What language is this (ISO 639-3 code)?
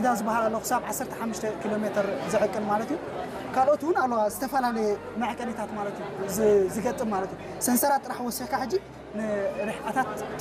tir